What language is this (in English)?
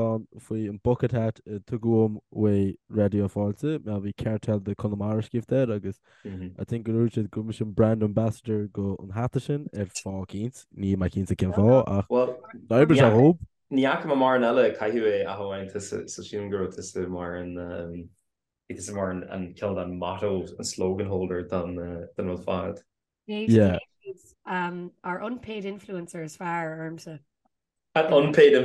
Irish